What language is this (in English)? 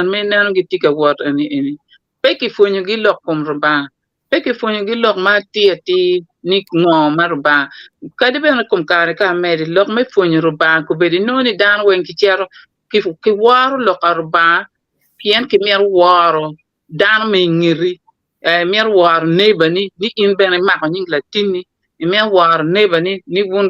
Acoli